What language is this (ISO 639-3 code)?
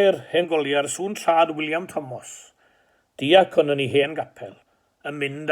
cym